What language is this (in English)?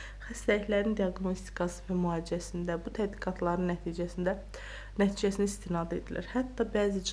Azerbaijani